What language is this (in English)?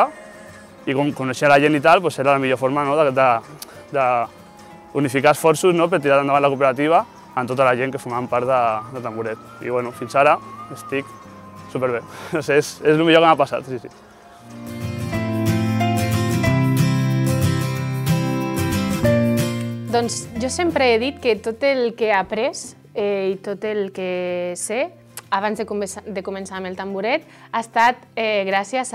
Catalan